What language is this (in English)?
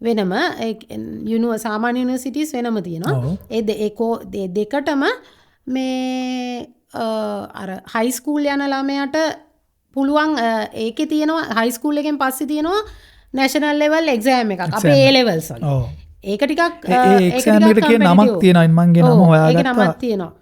Sinhala